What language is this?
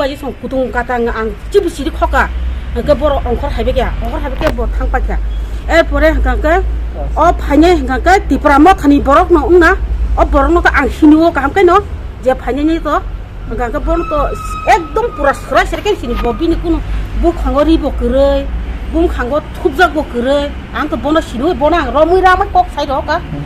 Kok Borok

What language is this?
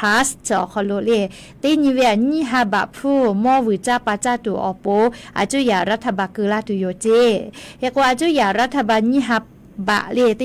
Lahu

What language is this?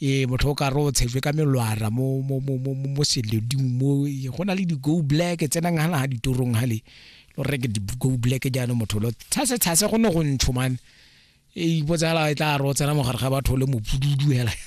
Tswana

